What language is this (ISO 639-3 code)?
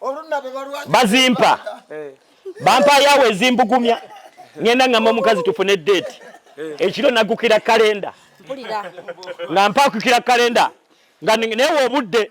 lug